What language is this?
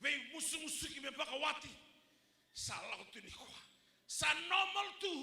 Fijian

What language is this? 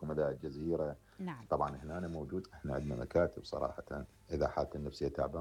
Mesopotamian Arabic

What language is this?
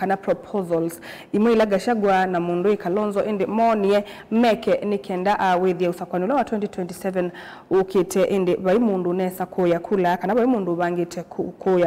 Kamba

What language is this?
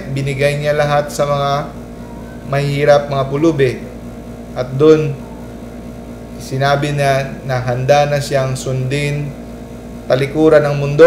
Filipino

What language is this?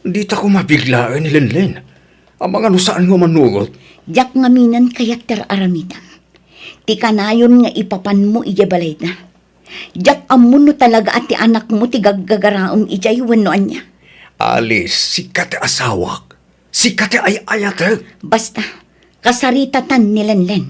Iloko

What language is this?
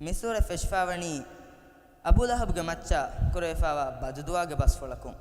Divehi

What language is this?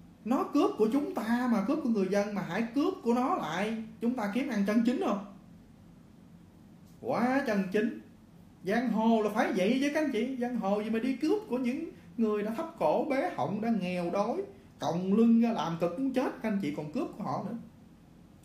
Vietnamese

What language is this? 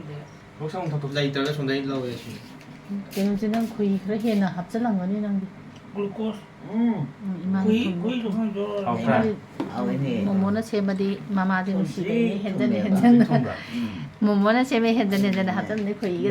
Manipuri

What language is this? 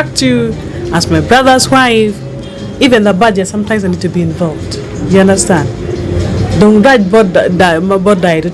Acoli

